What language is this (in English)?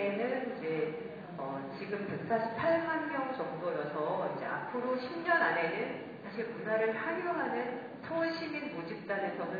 Korean